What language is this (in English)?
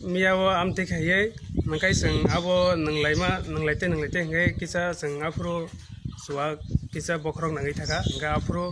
Kok Borok